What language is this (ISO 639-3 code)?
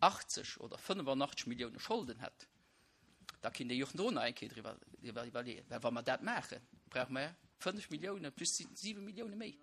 ltz